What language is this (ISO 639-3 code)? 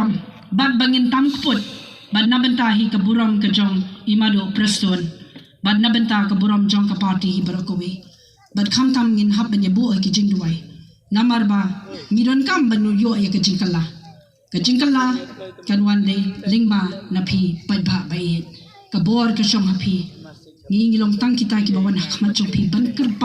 kha